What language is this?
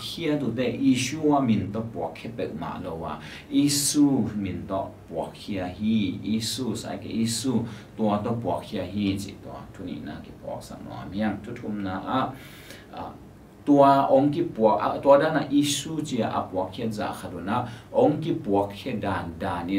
Tedim Chin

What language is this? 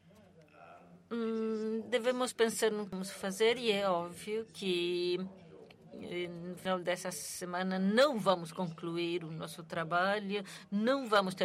Portuguese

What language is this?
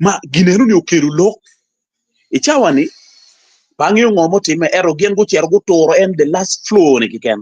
Acoli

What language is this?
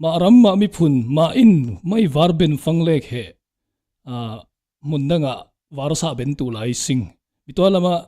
Falam Chin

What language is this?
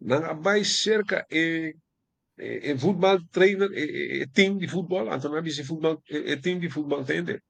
Papiamento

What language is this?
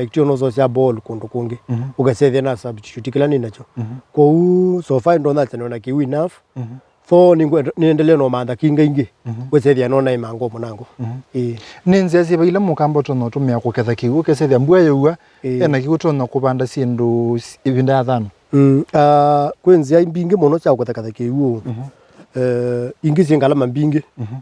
Kamba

